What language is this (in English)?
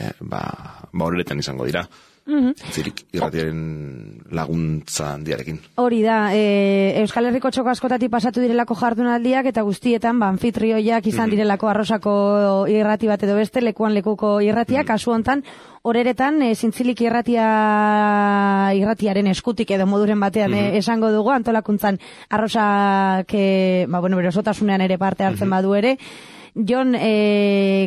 Basque